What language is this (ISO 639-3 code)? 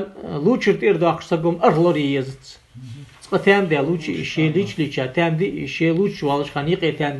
inh